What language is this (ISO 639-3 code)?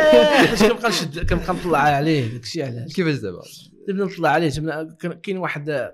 ary